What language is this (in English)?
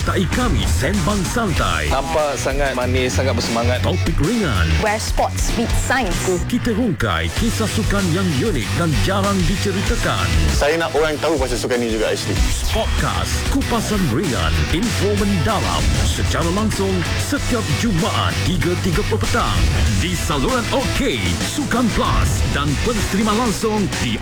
Malay